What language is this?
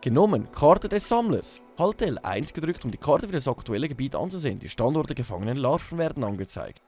Swiss German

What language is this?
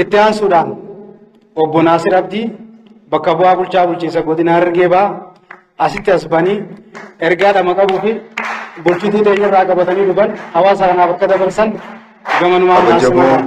Oromo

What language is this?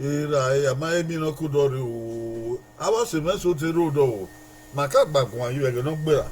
Bini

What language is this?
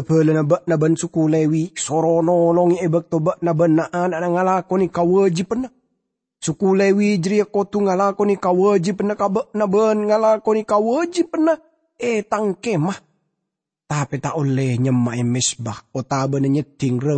Madurese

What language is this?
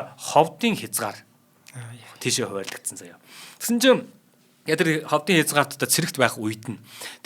Mongolian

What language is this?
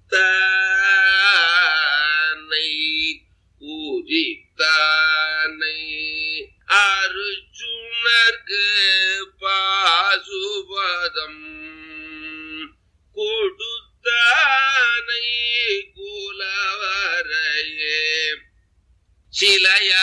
Tamil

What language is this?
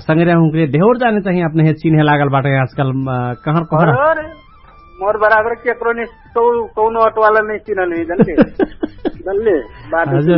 Dangaura Tharu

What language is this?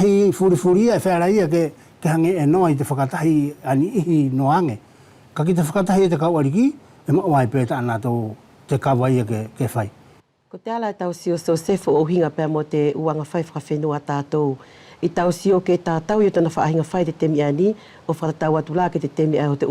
Wallisian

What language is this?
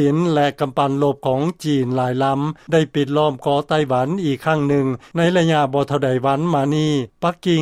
Lao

